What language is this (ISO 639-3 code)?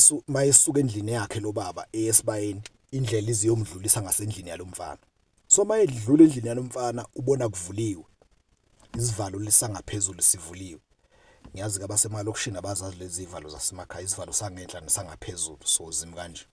zul